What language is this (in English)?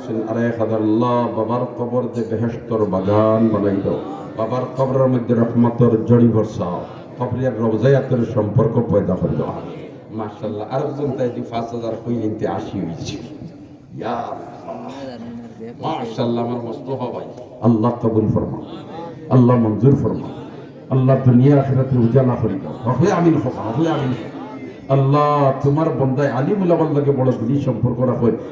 Sylheti